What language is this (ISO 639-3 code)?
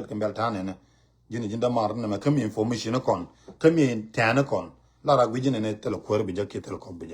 nus